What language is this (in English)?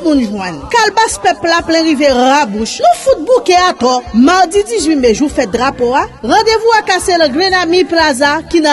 Haitian Creole